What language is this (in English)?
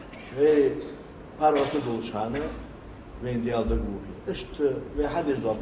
Ingush